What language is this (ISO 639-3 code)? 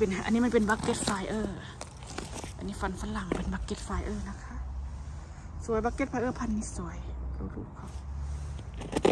tha